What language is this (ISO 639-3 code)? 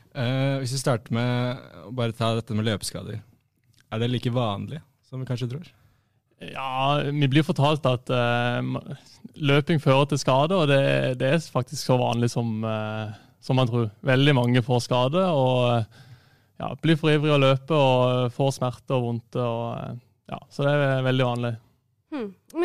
nor